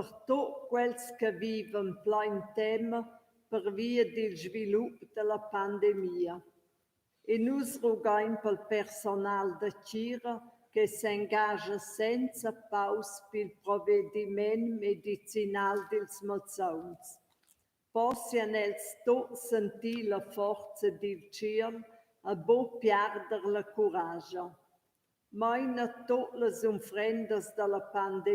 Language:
Romansh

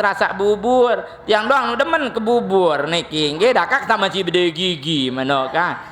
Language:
Sasak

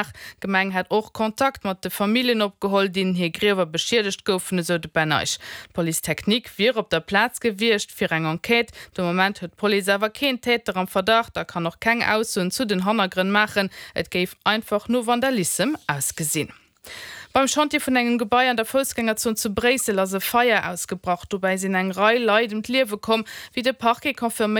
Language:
Luxembourgish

